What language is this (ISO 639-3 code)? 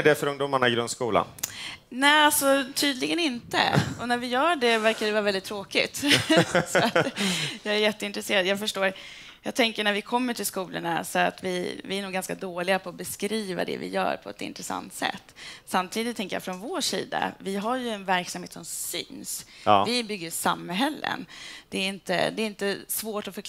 swe